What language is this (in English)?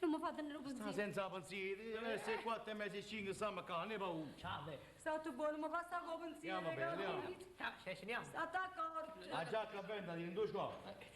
Neapolitan